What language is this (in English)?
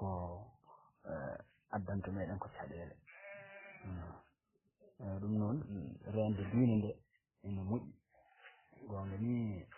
Fula